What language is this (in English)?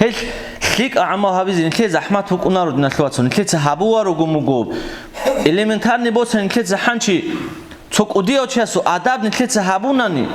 Avaric